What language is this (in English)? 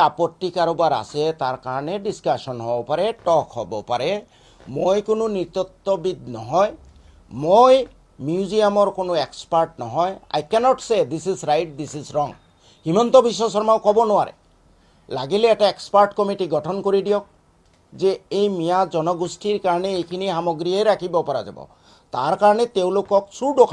Assamese